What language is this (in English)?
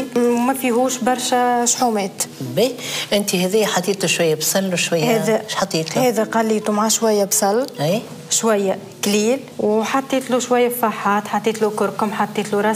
Tunisian Arabic